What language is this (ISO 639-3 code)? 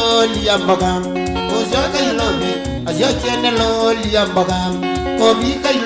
kam